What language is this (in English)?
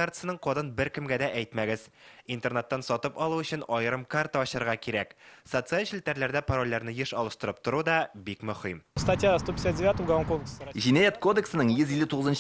Tatar